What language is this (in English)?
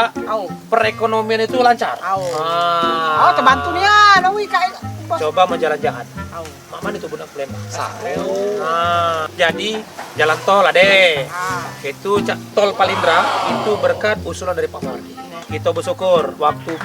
Musi